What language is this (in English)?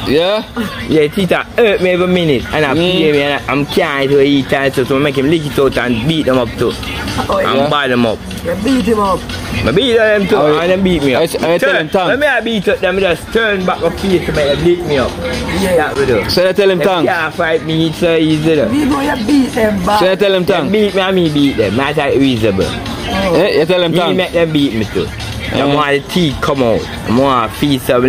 Jamaican Creole English